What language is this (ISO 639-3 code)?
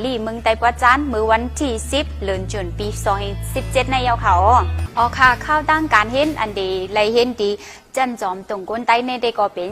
shn